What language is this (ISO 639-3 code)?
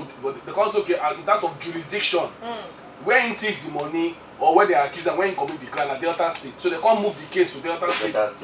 pcm